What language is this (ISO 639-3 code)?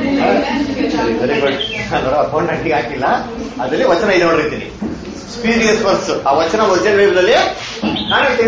kan